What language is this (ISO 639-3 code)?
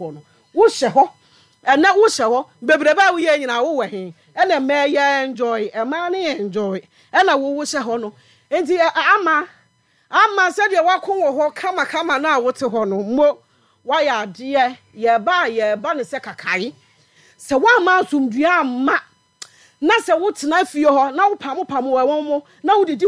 aka